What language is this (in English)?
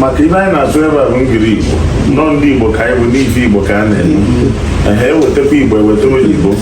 Igbo